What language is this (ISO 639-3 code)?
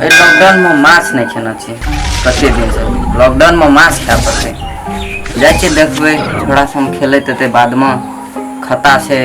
mai